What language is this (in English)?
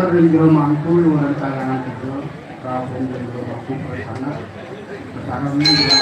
Balinese